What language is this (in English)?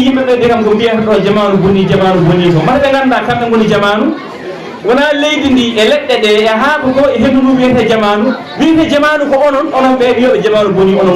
Fula